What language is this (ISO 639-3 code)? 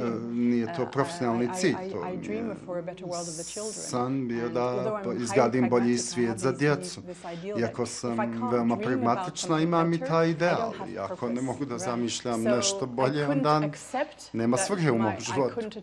bos